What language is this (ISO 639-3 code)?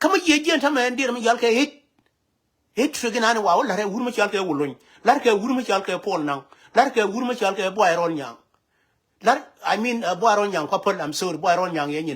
nus